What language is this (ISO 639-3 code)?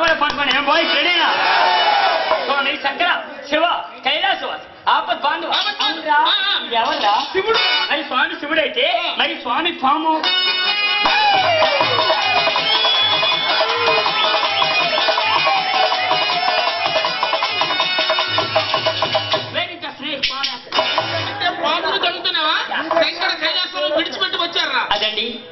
tel